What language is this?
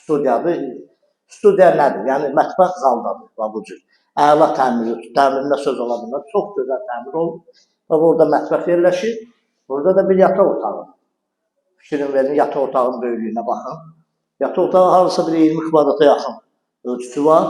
Azerbaijani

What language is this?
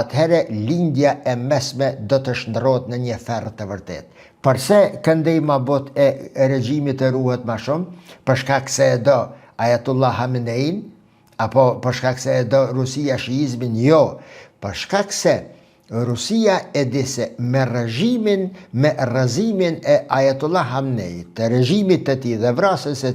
Albanian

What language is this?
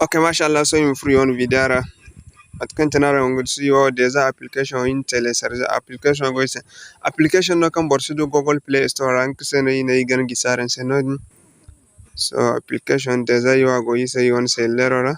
Zarma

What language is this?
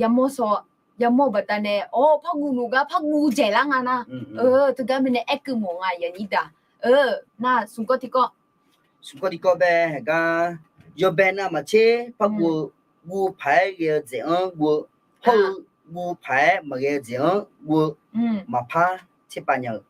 Akha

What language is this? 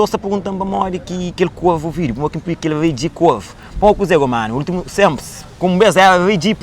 Kabuverdianu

